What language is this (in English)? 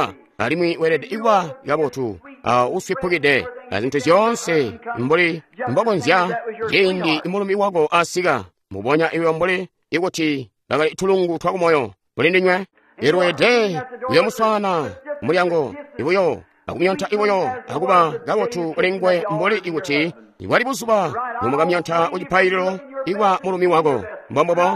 Tonga (Zambia)